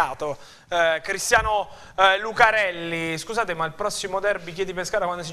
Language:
Italian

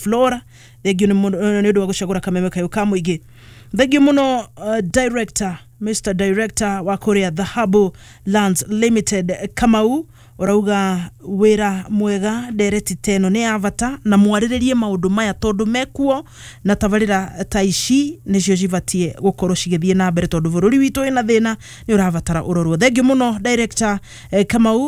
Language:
Kikuyu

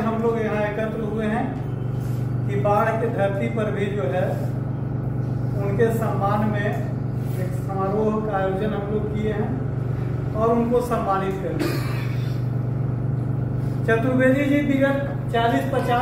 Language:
Hindi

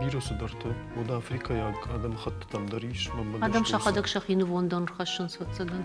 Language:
Ossetic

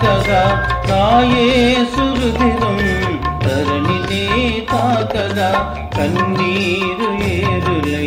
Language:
Telugu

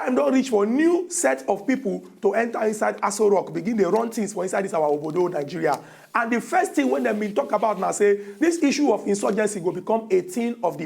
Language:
Nigerian Pidgin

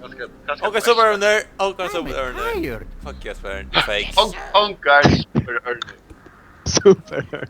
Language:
Faroese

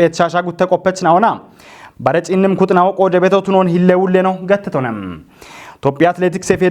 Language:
Kafa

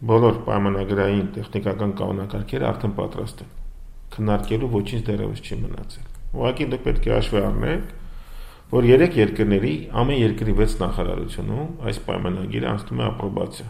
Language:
Armenian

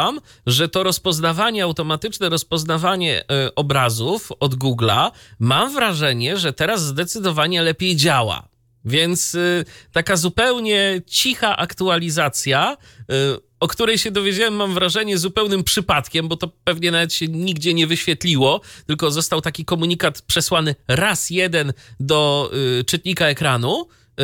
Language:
Polish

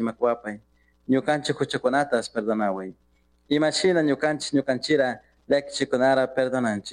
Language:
Chimborazo Highland Quichua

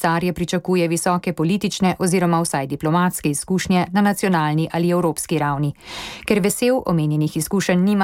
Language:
Slovenian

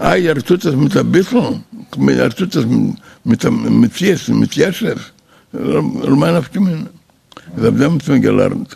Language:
Yiddish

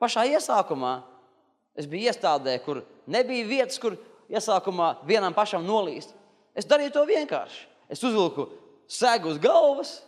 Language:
Latvian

